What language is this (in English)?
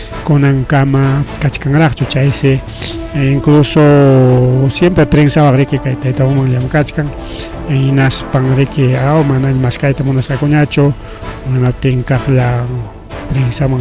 Ayacucho Quechua